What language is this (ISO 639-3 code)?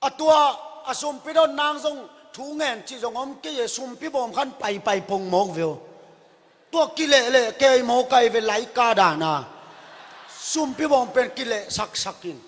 ctd